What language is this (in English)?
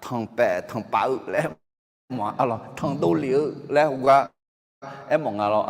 Akha